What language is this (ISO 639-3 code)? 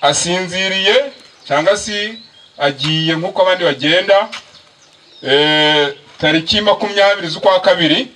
kin